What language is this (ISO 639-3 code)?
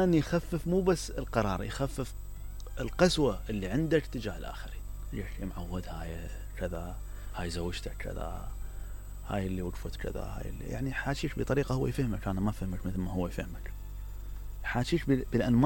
acm